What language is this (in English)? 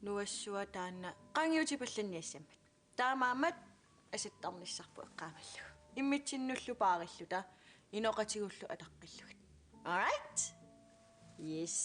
Kalaallisut